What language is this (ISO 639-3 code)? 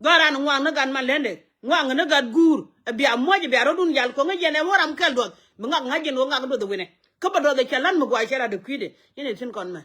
nus